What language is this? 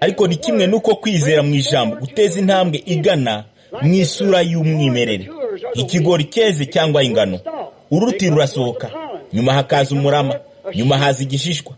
Kinyarwanda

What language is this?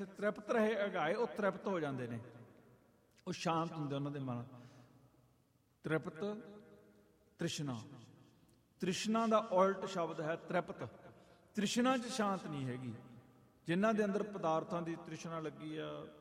Punjabi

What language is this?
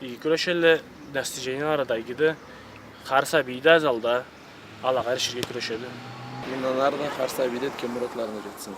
Karachay-Balkar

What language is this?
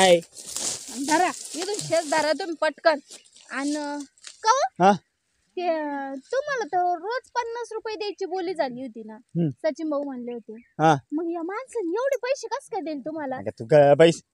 Marathi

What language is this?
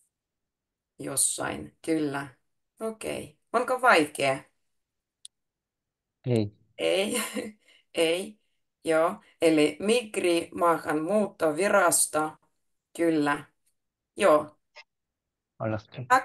Finnish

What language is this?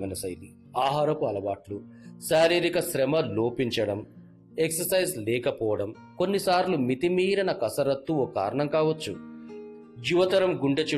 Telugu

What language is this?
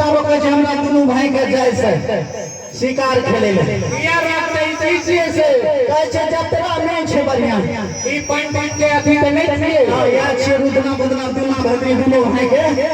Maithili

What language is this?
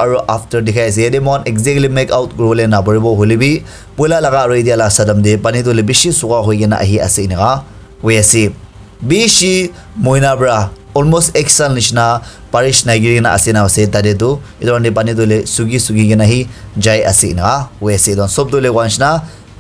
Naga Pidgin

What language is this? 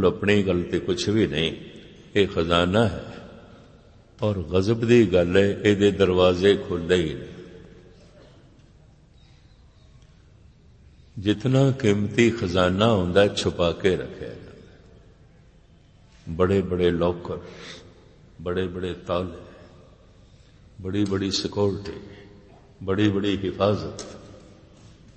Punjabi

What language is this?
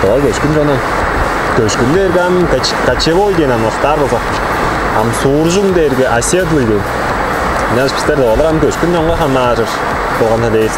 Tuvinian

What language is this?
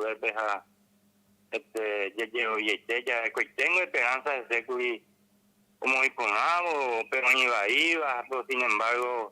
Guarani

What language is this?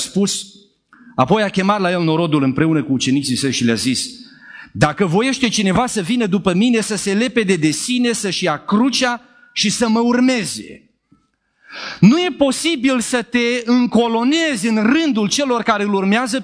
Romanian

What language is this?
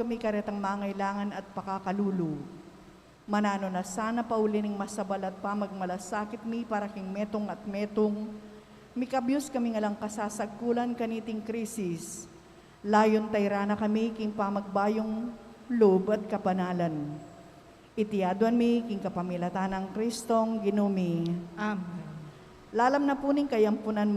Pampanga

